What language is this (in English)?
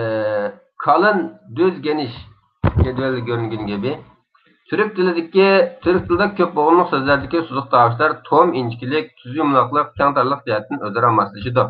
Uyghur